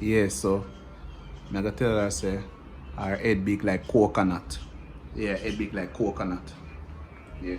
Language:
Jamaican Creole English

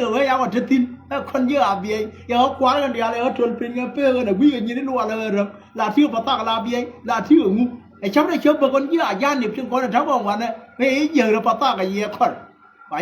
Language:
Nuer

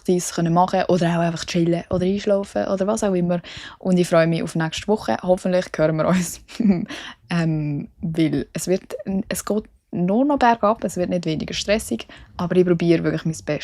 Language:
Swiss German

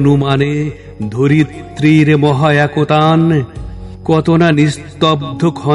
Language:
Bangla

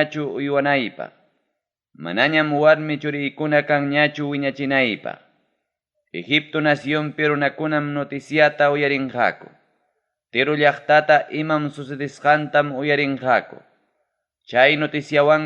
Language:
Ayacucho Quechua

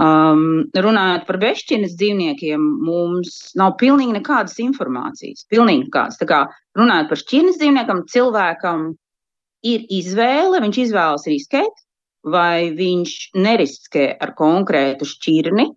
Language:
Latvian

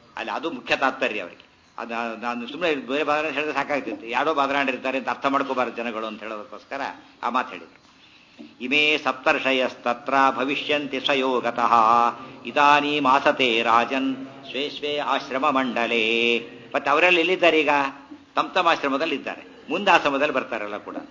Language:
Kannada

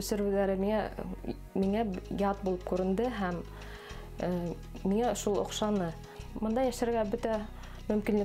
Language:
Bashkir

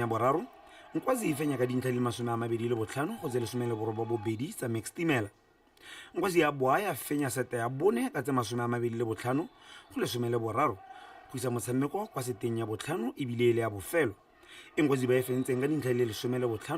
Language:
Tswana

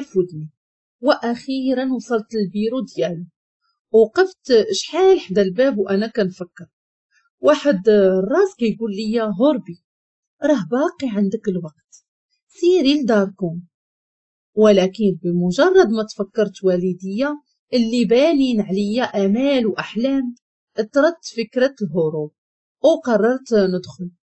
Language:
Moroccan Arabic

